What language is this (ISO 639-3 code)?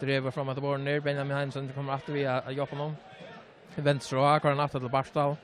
fao